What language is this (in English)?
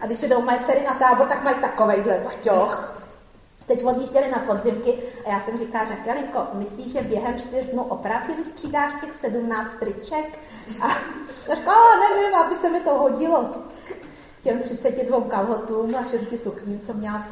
Czech